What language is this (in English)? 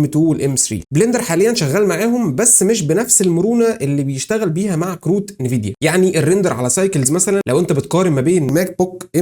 Egyptian Arabic